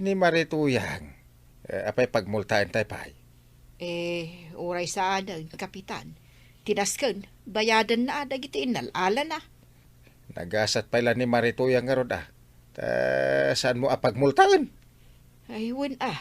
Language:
Iloko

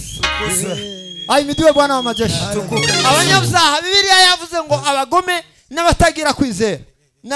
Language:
Kinyarwanda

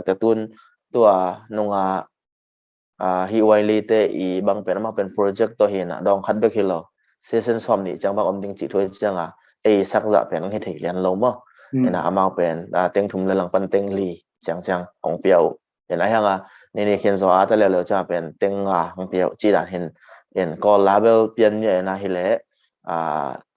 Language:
Tedim Chin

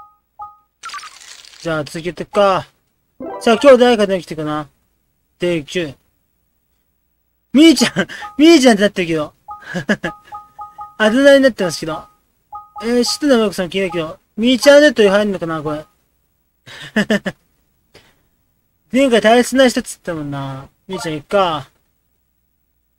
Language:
Japanese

